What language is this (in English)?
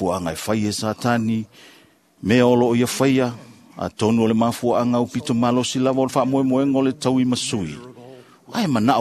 Samoan